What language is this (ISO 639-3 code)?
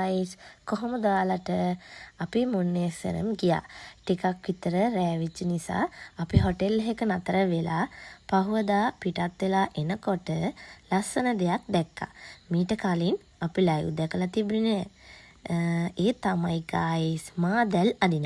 sin